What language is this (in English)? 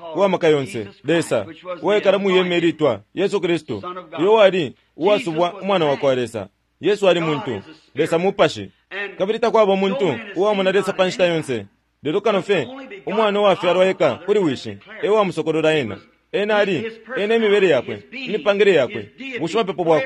Bemba